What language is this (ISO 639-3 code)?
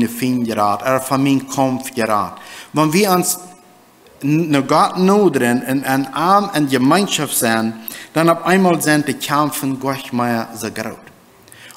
pdt